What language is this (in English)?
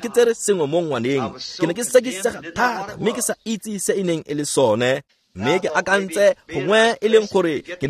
Tswana